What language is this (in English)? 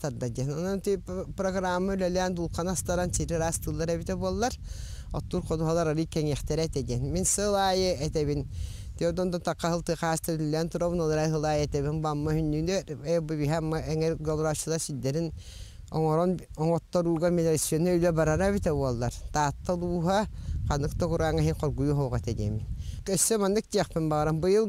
Yakut